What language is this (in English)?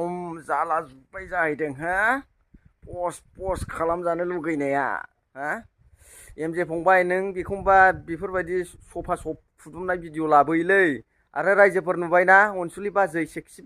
Bodo